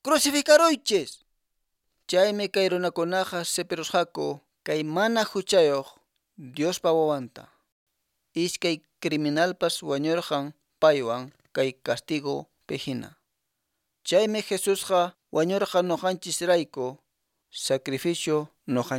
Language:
Quechua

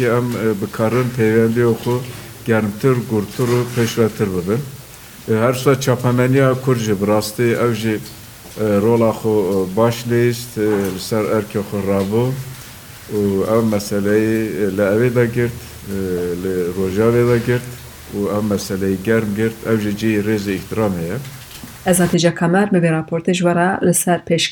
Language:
Kurdish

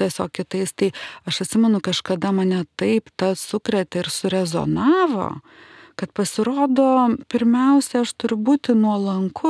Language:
Lithuanian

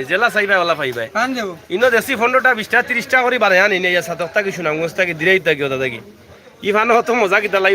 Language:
Sylheti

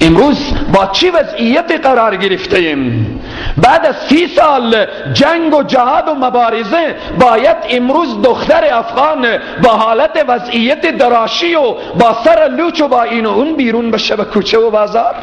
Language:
Persian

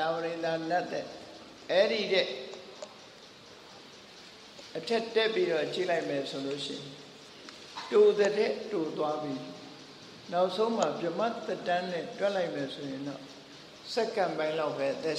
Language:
Burmese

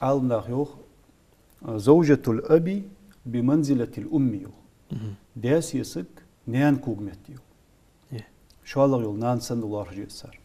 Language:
Ingush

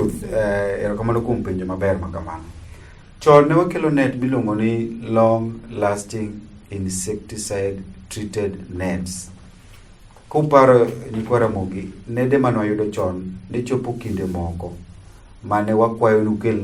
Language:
Luo (Kenya and Tanzania)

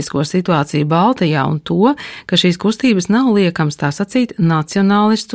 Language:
Latvian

